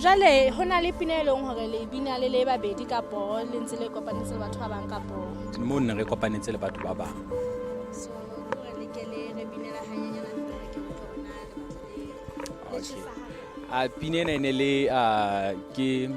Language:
Southern Sotho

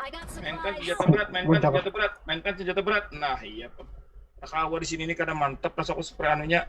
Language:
Banjar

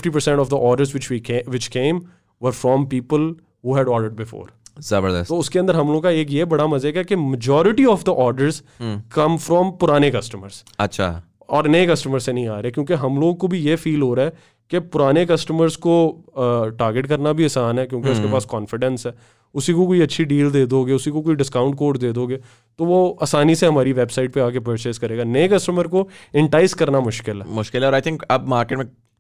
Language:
Hindi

